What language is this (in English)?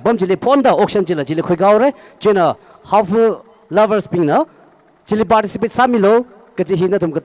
Tangkhul Naga (India)